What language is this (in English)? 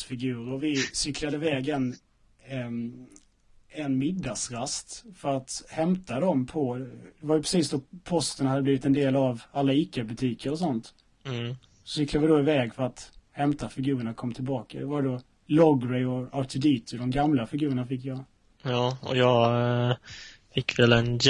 Swedish